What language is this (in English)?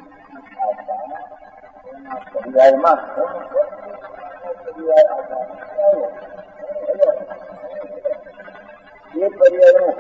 Gujarati